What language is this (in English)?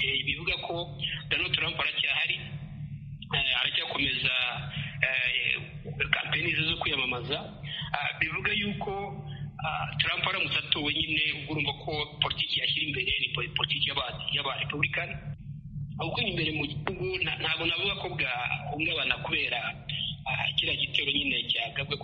Kinyarwanda